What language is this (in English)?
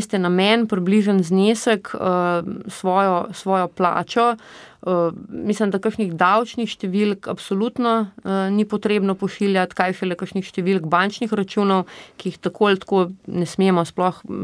Slovenian